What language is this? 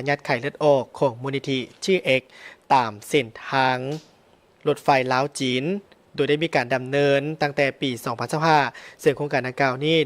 Lao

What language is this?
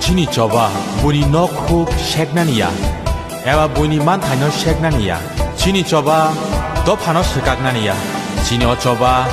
Kok Borok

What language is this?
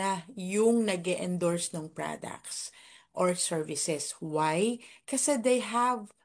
Filipino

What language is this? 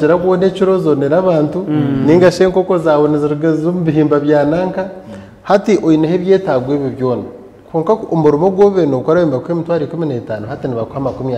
Nyankole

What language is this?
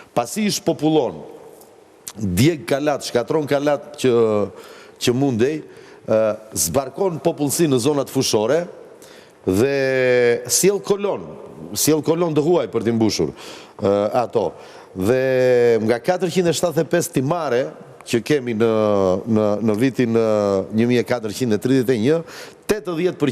Albanian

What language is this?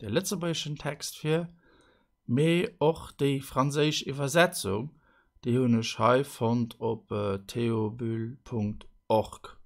Luxembourgish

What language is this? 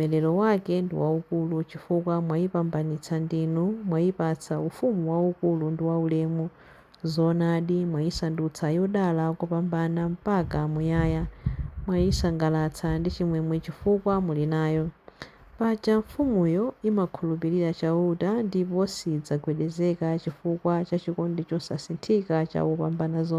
Nyanja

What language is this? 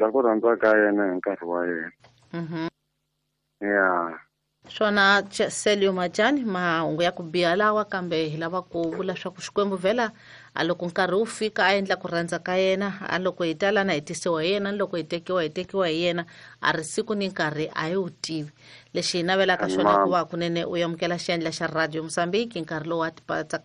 Tsonga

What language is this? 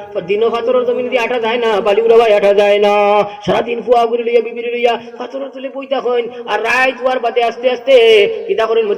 Sylheti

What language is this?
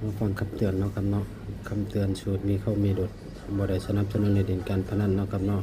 Northeastern Thai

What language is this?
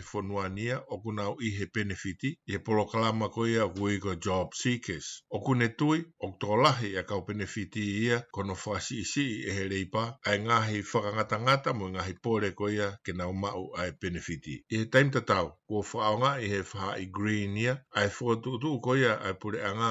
Tongan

